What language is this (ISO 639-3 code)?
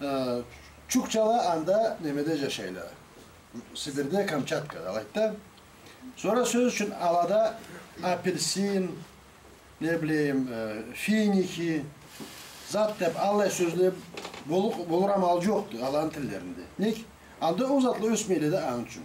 krc